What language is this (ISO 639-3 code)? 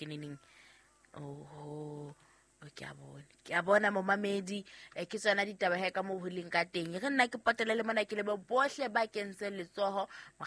sot